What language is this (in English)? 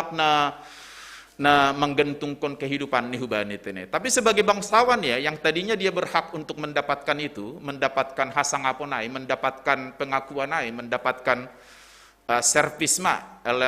Batak Simalungun